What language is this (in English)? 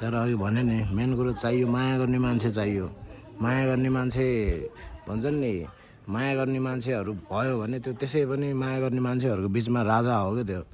Nepali